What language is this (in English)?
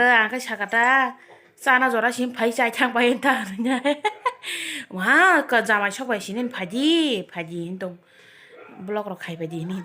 Kok Borok